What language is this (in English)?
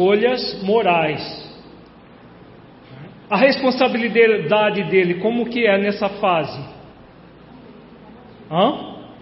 Portuguese